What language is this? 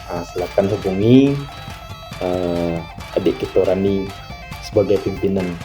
Minangkabau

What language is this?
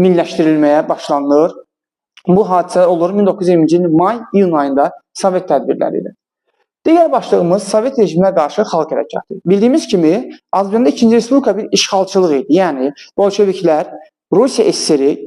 Azerbaijani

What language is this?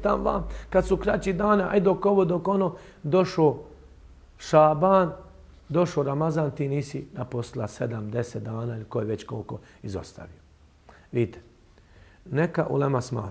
Bosnian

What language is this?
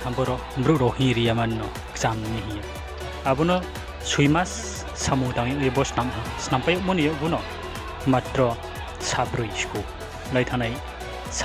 Riang (India)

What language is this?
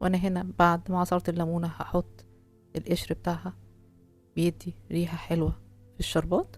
Egyptian Arabic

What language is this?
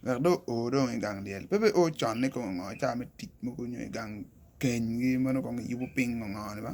Acoli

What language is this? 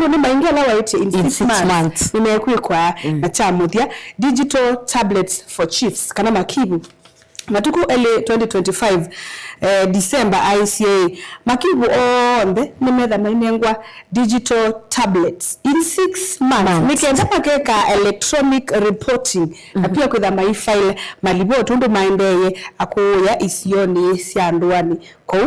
Kamba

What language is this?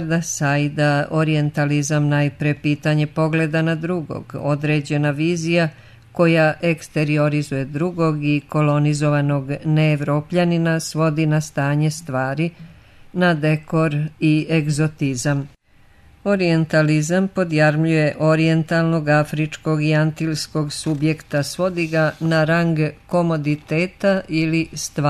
Serbian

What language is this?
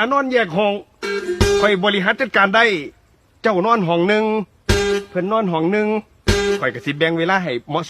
Northeastern Thai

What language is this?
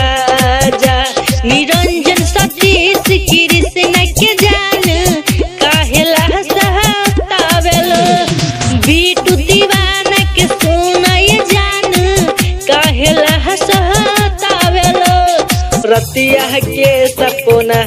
Bhojpuri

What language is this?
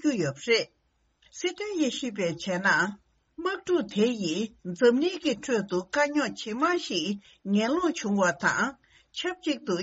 Tibetan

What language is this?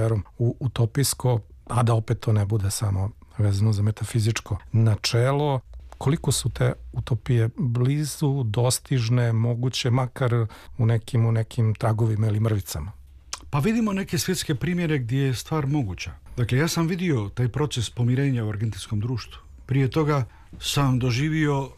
Serbian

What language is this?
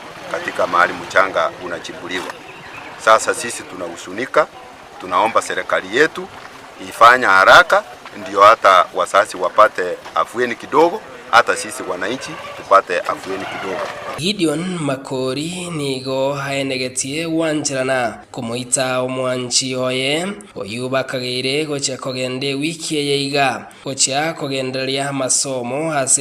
Gusii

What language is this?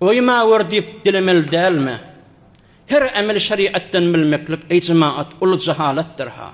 Turkmen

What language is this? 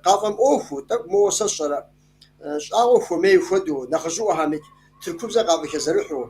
Kabardian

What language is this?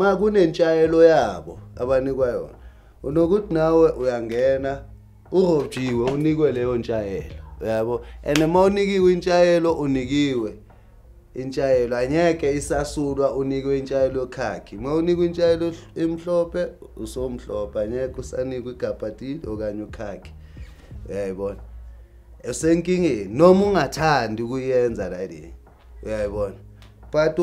Zulu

